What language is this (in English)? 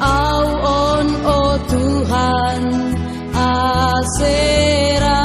Batak Simalungun